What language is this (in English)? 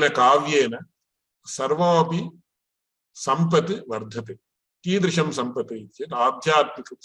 Sanskrit